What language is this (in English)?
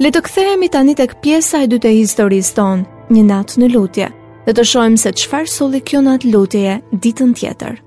Albanian